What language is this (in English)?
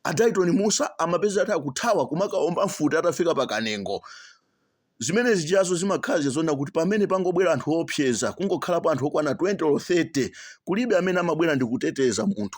Nyanja